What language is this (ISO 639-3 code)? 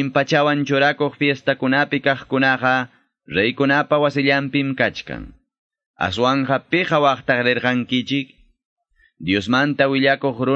que